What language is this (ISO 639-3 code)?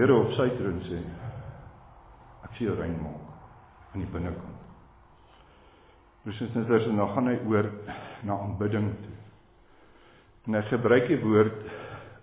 afr